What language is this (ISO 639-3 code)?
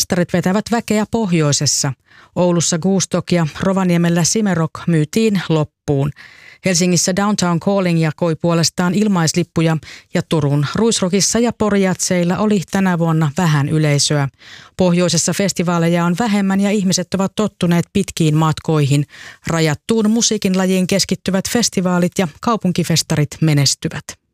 fin